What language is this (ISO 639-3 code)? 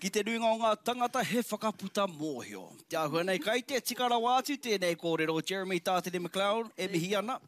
mri